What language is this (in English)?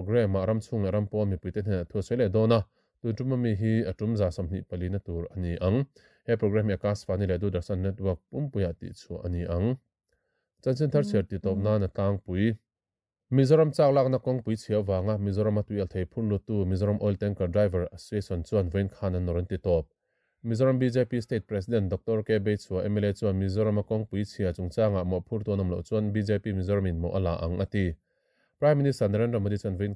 Mizo